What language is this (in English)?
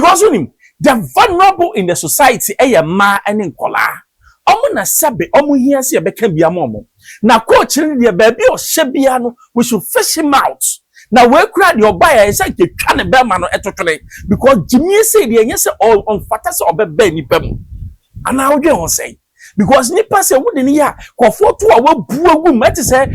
Akan